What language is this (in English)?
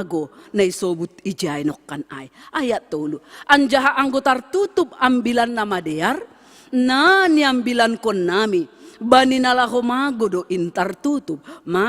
Batak Simalungun